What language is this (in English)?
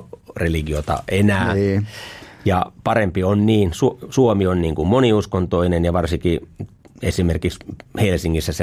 Finnish